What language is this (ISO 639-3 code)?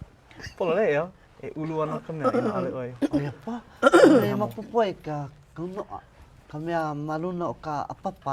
haw